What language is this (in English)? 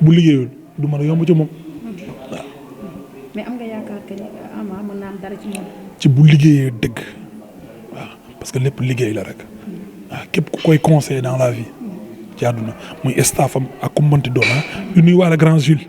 Wolof